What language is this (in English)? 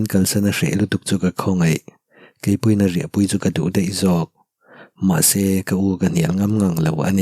Mizo